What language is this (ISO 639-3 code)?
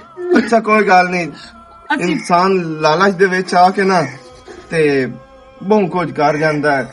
lah